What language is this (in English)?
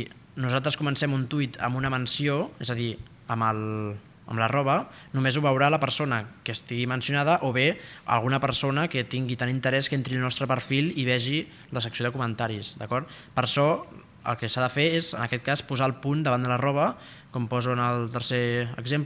Catalan